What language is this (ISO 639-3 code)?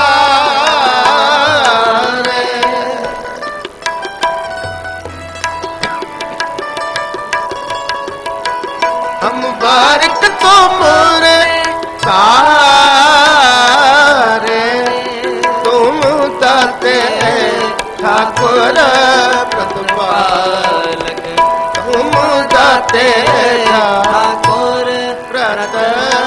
pan